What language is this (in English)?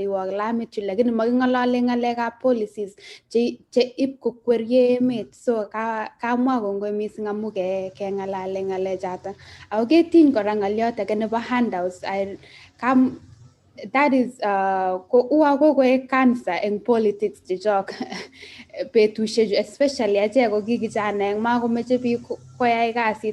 Kalenjin